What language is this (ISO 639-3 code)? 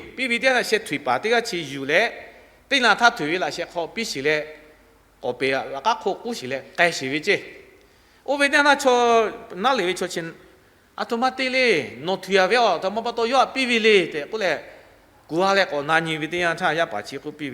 lhu